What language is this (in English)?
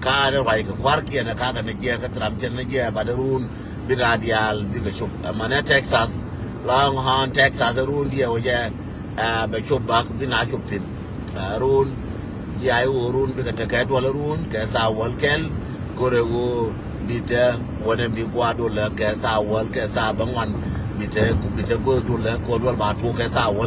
Nuer